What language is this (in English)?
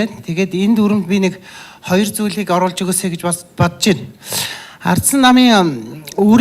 Mongolian